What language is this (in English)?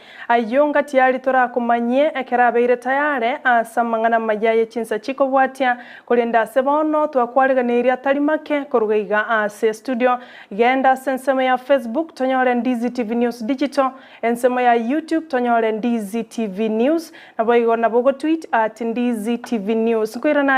Gusii